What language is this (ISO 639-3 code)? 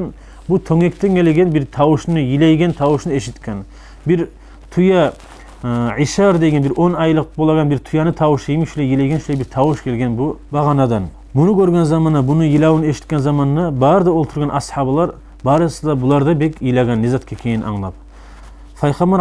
kum